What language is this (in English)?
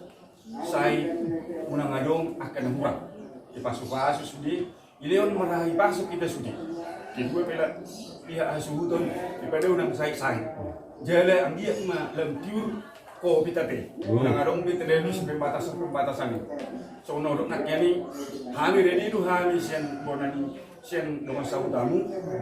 Batak Toba